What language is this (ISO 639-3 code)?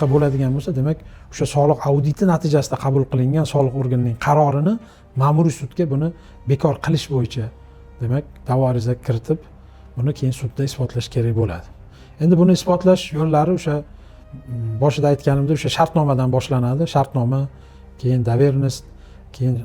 uzb